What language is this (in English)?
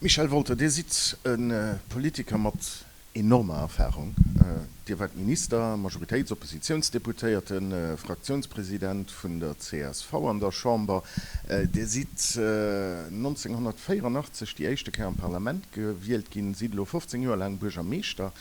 Luxembourgish